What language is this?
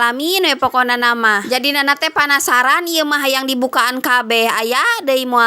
Sundanese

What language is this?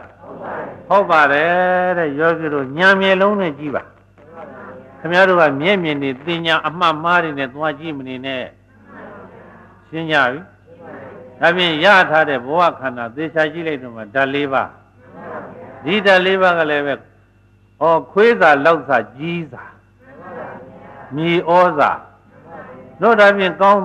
Burmese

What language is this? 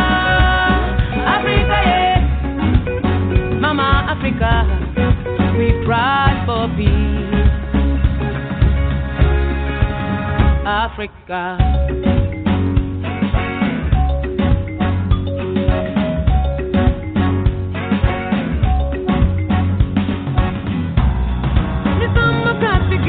Kinyarwanda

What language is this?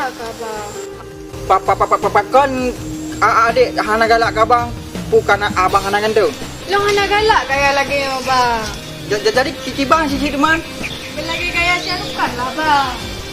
Achinese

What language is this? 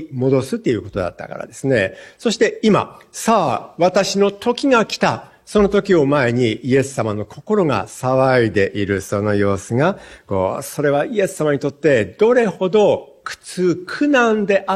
Japanese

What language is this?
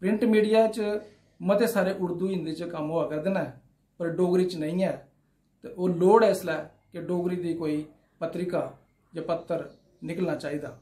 Dogri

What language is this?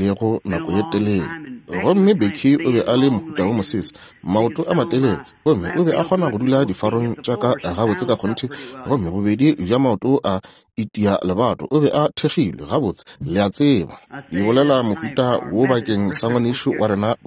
Northern Sotho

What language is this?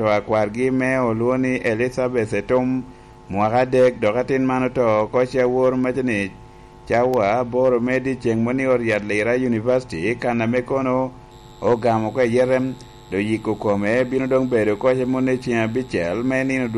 Lango (Uganda)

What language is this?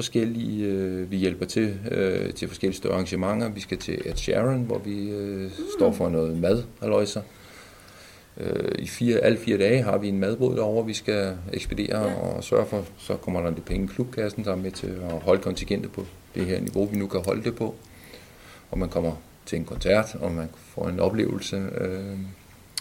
Danish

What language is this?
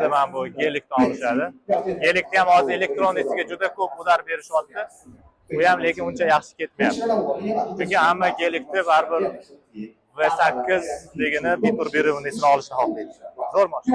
Uzbek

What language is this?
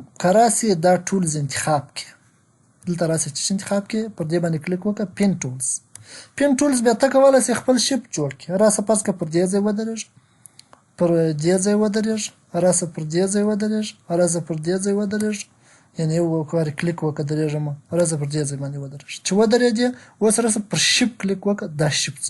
Pashto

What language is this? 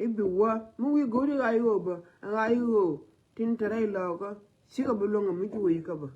Nuer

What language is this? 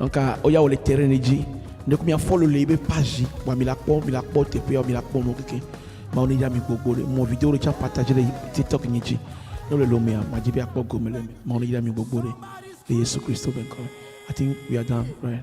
Ewe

